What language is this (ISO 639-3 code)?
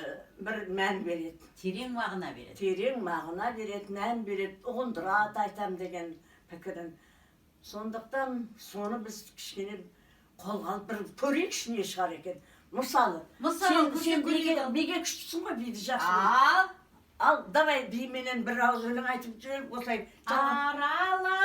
kaz